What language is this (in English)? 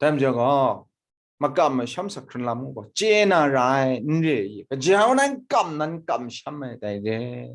Kachin